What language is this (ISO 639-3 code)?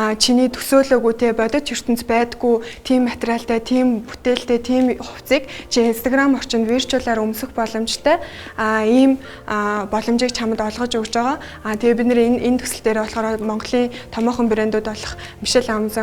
mon